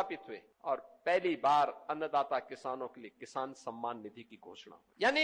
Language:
Hindi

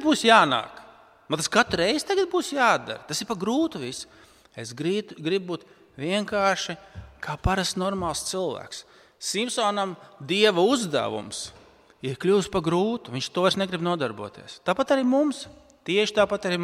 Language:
Latvian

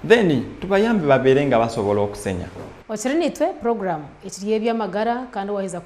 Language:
Nyankole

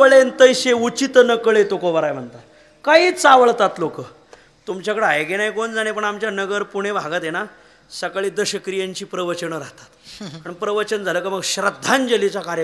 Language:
Marathi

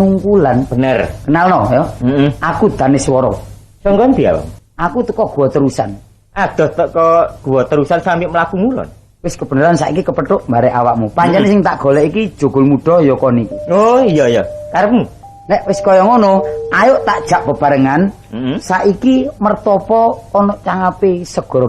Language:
Javanese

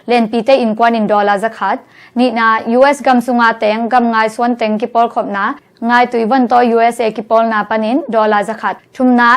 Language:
Tedim Chin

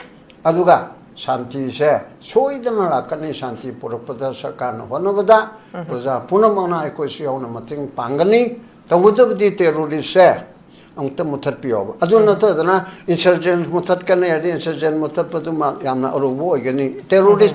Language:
Manipuri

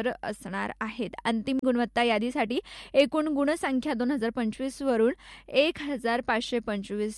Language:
Marathi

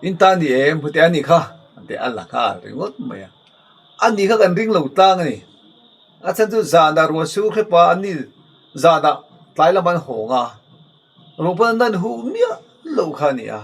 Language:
Mizo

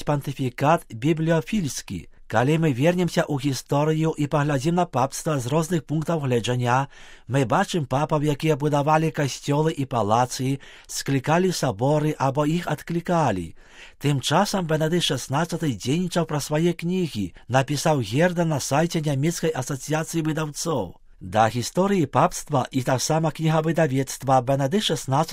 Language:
Belarusian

